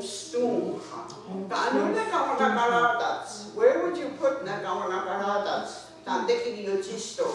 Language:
Mohawk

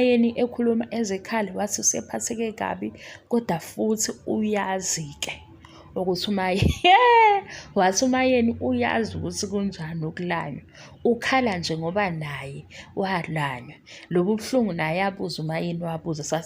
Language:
Zulu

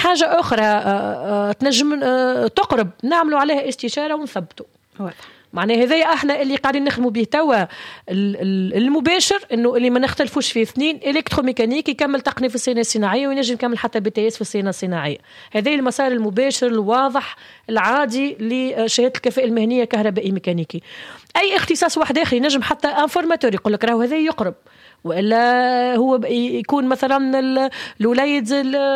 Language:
Tunisian Arabic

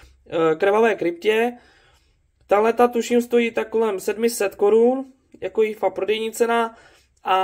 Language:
Czech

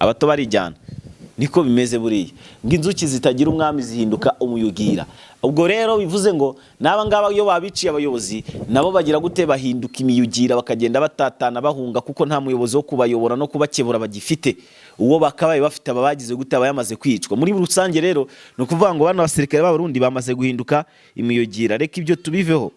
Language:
Kinyarwanda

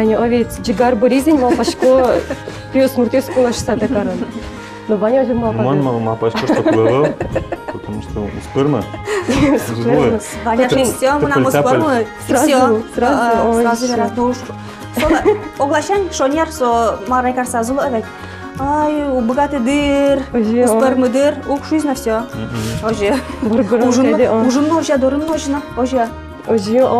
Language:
Udmurt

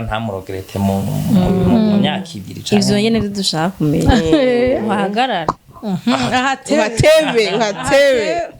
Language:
Rundi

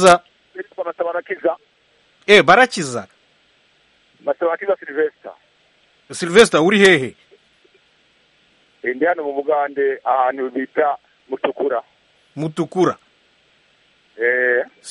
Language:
Kinyarwanda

